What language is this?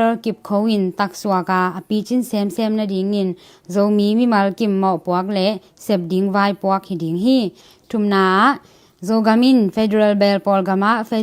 Tedim Chin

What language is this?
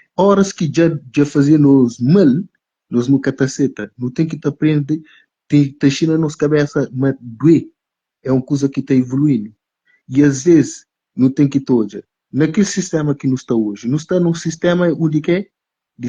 Kabuverdianu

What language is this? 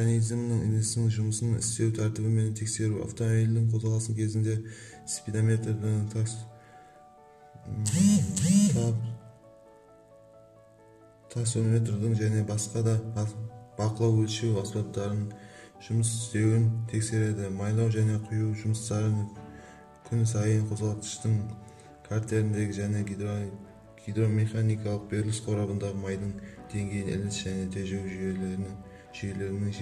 Kazakh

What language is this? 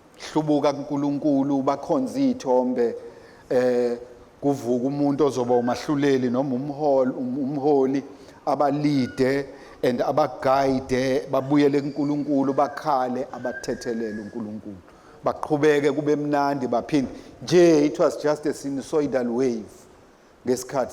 Zulu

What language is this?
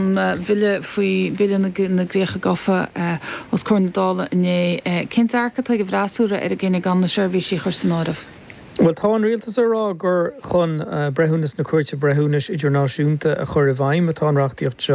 Irish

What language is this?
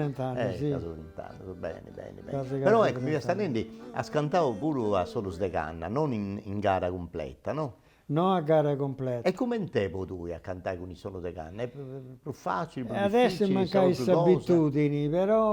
Sardinian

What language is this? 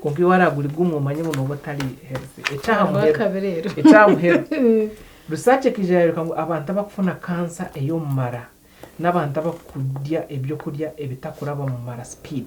Nyankole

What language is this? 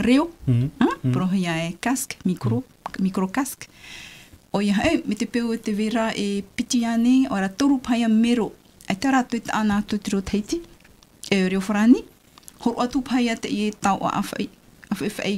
Tahitian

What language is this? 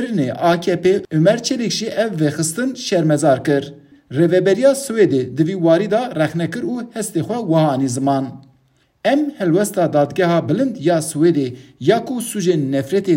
Kurdish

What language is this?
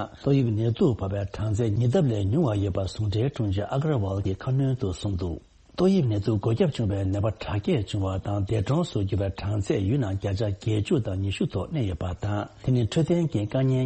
Tibetan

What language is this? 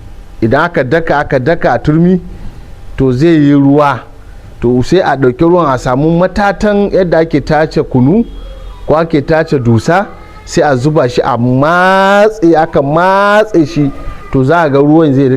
Hausa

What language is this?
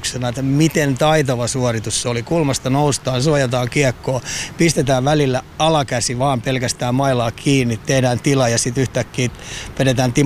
Finnish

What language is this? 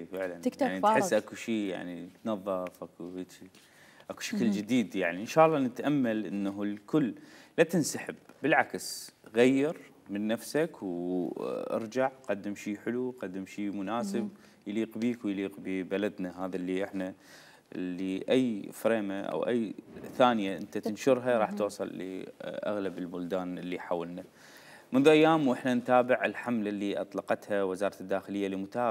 Mesopotamian Arabic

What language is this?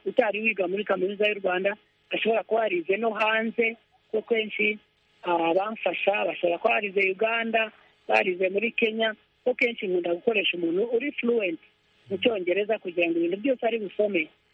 Kinyarwanda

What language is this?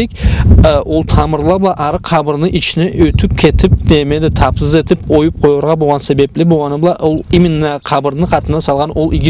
Karachay-Balkar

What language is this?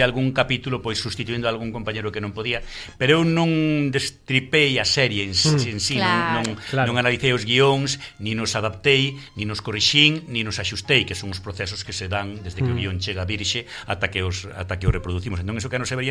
Galician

